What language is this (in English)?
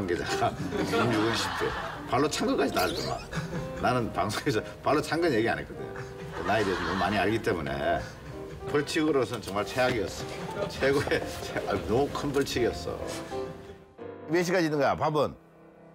Korean